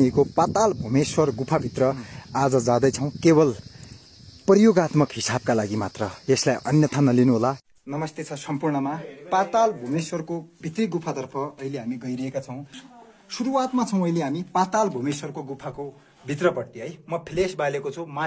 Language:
Nepali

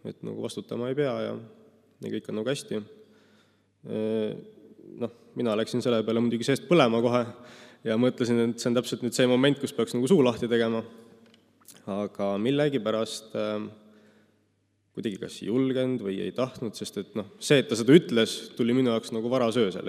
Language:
Estonian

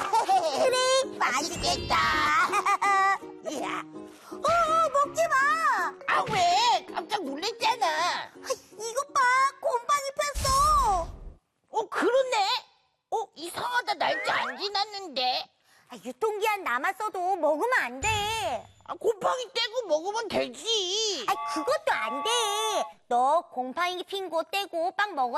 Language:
Korean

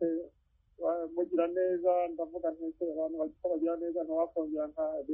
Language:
Kinyarwanda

